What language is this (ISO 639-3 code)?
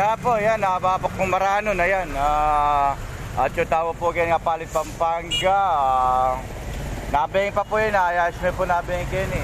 pam